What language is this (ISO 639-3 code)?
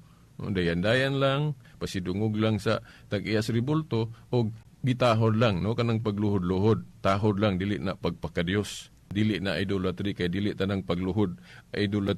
ceb